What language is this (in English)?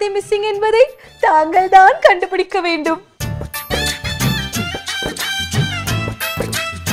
Tamil